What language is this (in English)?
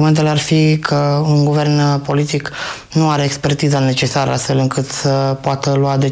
Romanian